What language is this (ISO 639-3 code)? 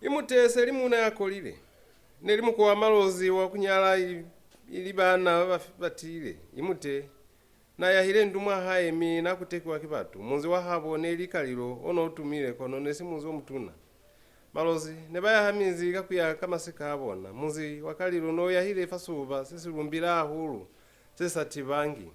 loz